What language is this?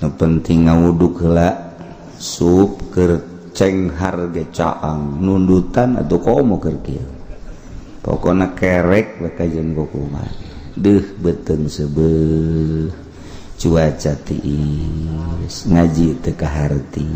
Sundanese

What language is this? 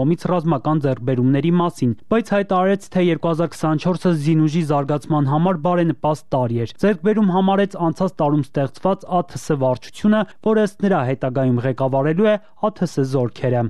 Armenian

